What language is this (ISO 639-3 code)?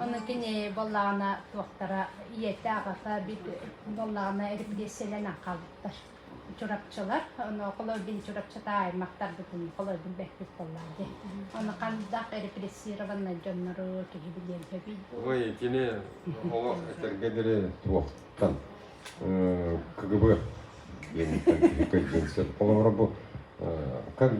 sah